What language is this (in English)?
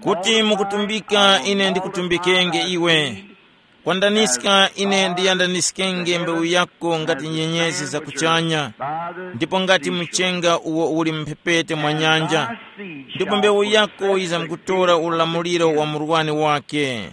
Tumbuka